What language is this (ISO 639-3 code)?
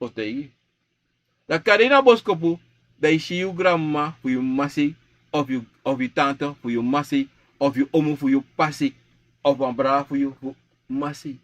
srn